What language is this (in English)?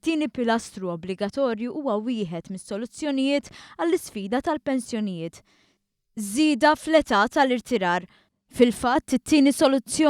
Maltese